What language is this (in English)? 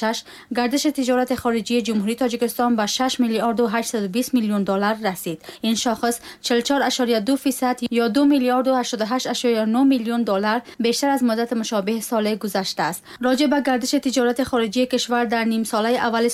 Tajik